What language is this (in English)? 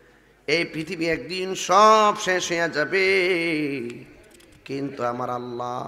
Bangla